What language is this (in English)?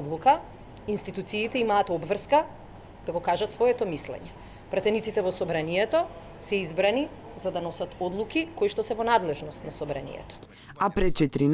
Macedonian